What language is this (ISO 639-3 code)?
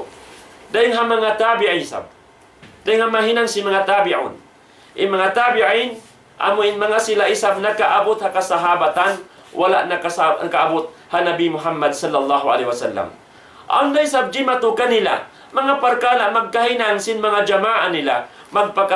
tsg